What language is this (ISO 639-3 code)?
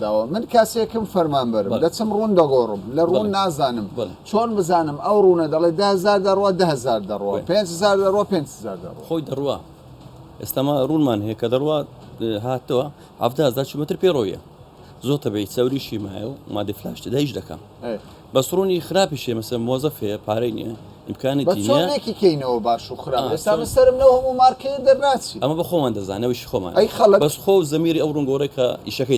ckb